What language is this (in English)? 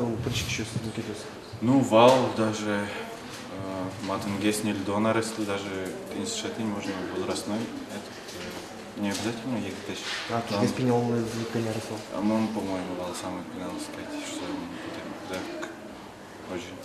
Udmurt